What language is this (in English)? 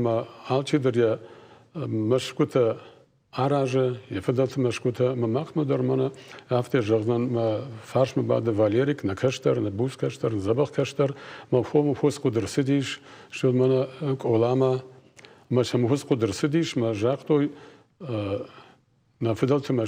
Ossetic